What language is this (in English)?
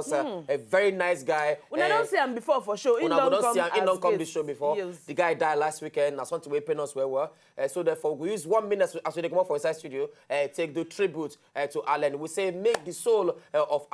Nigerian Pidgin